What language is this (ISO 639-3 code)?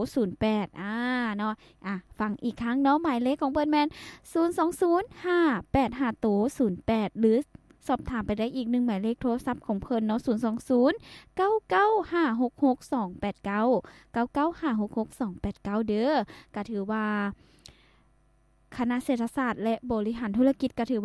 lao